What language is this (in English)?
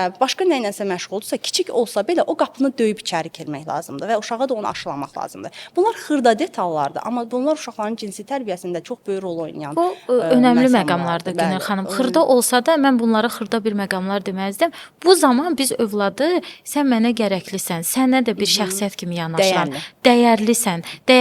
Azerbaijani